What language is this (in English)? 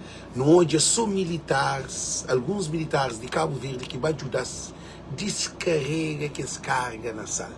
Kabuverdianu